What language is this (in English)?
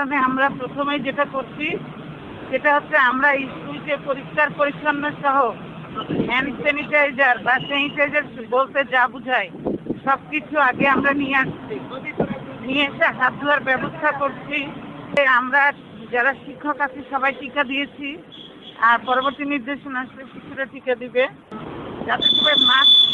Bangla